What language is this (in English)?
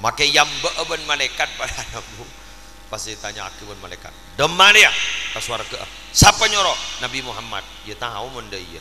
Madurese